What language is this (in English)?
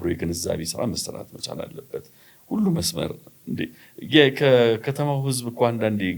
Amharic